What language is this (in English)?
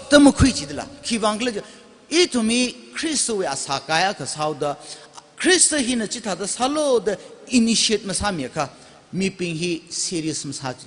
Tangkhul Naga (India)